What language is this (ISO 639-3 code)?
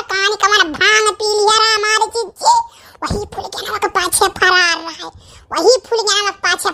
awa